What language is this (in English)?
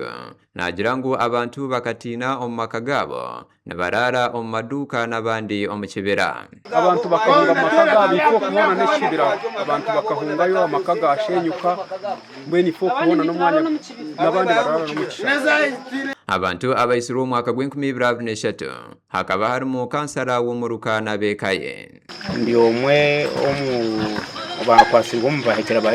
Nyankole